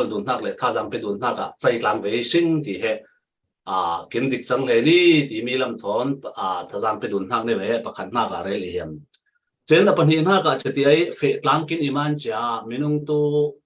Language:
Falam Chin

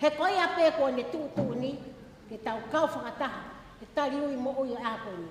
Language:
Tongan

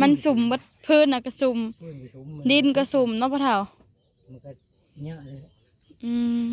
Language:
Northeastern Thai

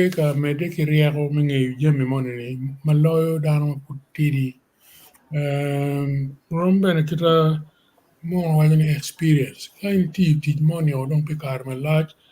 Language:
Acoli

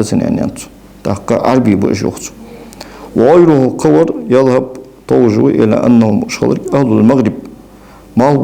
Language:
Ingush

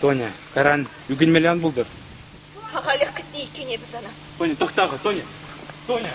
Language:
Chuvash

